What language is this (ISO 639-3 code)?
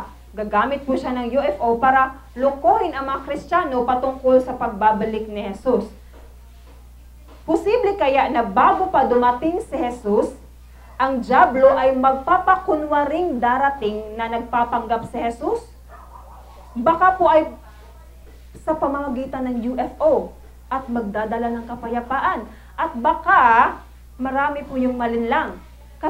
fil